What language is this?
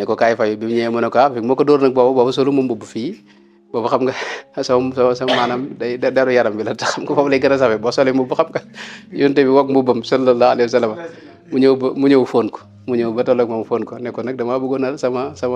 Wolof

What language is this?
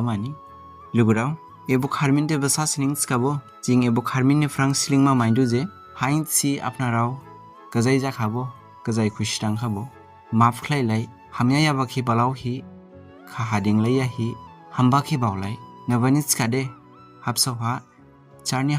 Dimasa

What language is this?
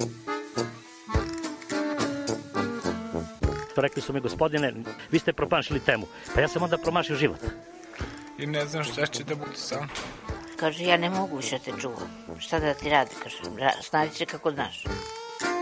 Serbian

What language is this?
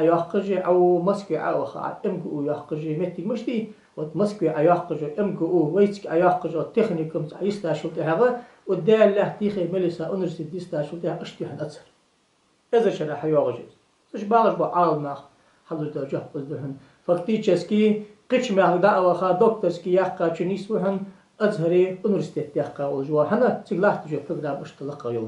Ingush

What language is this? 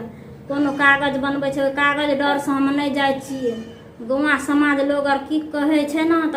Maithili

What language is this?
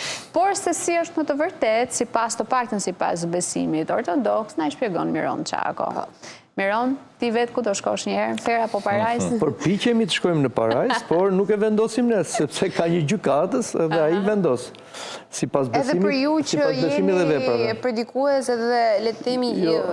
Albanian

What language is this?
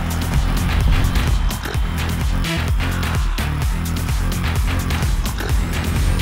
Norwegian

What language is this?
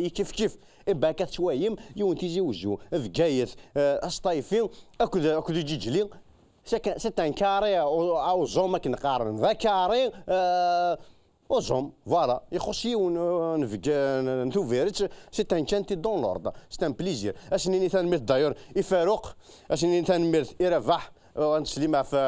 Kabyle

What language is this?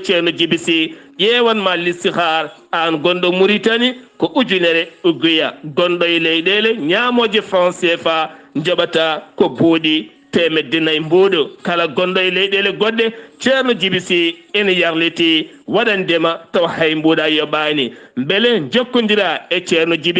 Fula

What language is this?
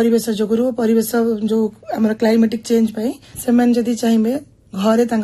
Odia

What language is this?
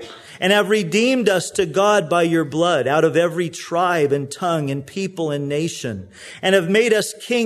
English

